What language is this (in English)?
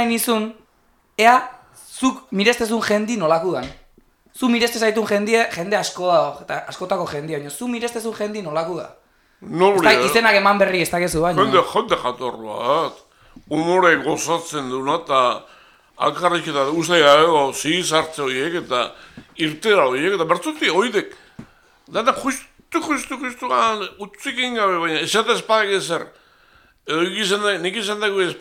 Basque